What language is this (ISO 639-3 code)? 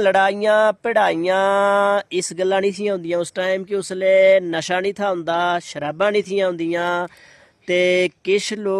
doi